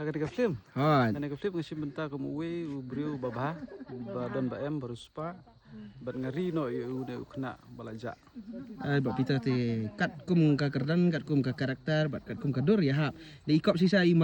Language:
Khasi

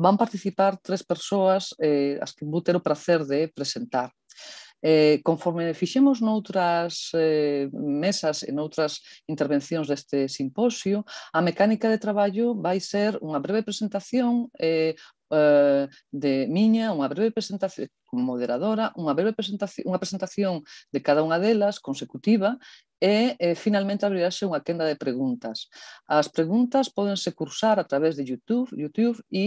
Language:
Galician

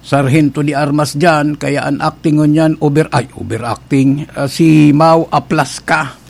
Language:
Bikol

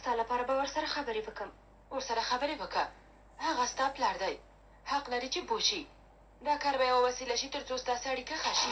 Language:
Pashto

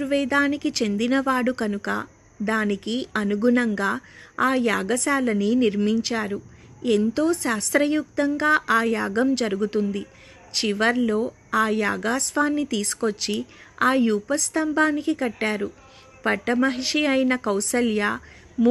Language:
Telugu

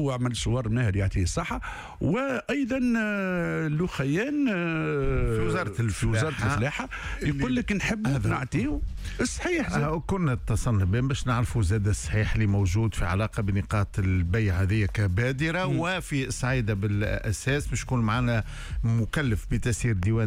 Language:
Tunisian Arabic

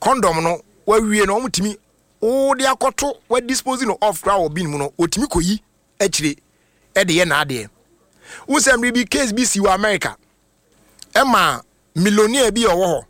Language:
Akan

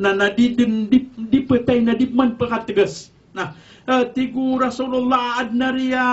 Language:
Maranao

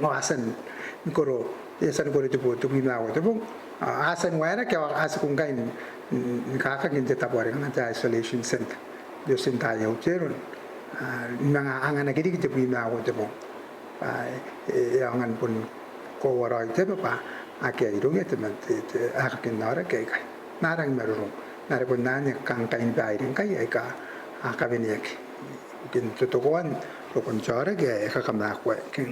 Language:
Gilbertese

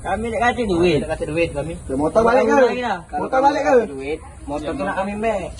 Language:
Musi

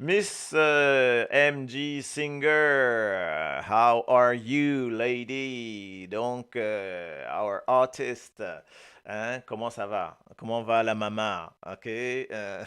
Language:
Morisyen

